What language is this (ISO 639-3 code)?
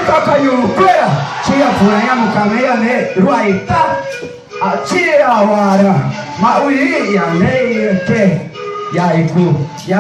yrl